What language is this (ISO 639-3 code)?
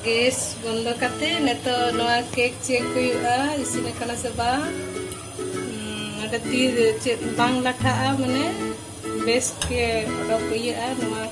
sat